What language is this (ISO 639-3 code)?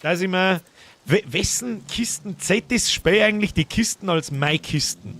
bar